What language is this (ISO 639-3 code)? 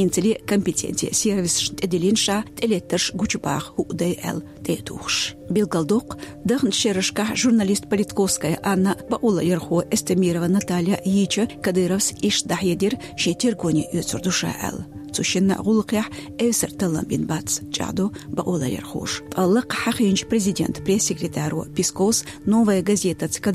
che